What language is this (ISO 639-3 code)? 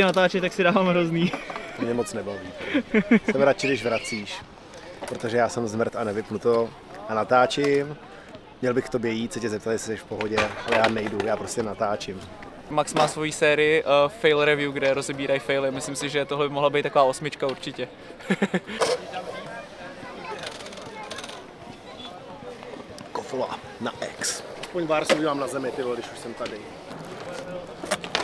ces